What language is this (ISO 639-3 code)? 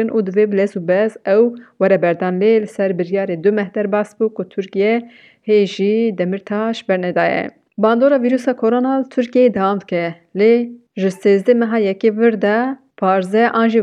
kur